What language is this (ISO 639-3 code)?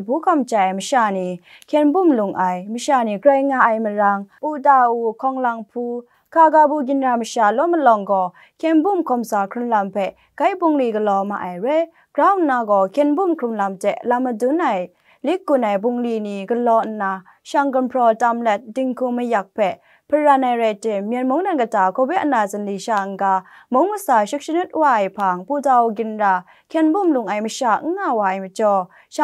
kac